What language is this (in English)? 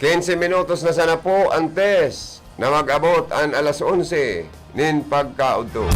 Bikol